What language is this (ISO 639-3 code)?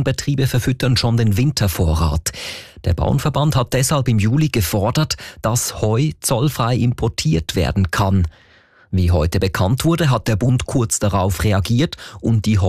deu